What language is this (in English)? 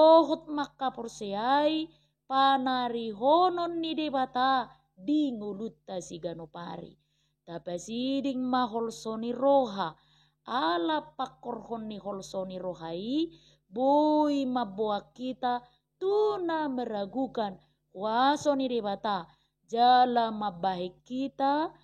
Batak Toba